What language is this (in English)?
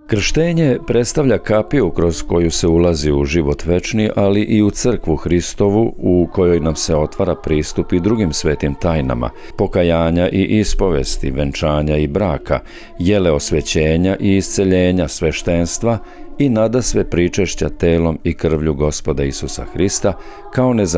Serbian